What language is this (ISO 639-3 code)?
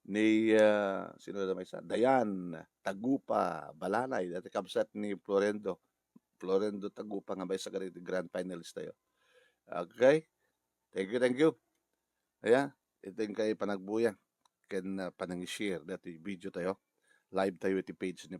ilo